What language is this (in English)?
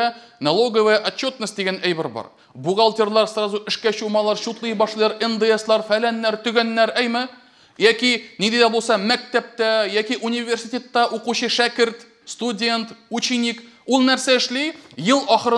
Tatar